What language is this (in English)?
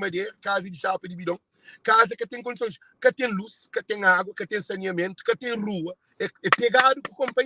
Kabuverdianu